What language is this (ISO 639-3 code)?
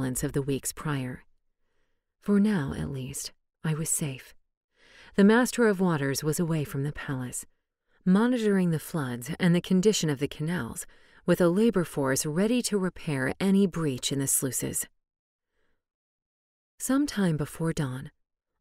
eng